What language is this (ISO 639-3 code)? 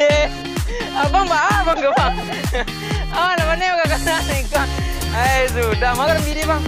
min